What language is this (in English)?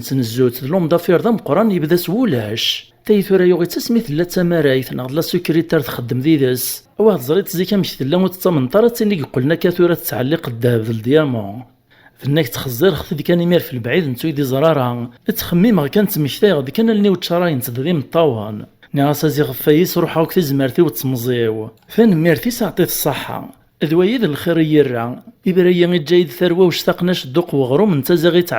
Kabyle